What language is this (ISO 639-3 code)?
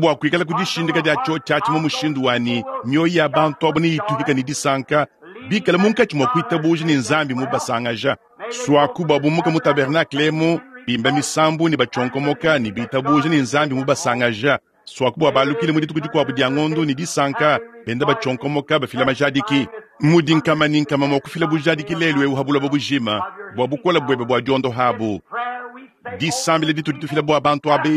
lua